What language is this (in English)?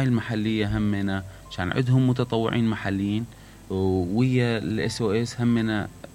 Mesopotamian Arabic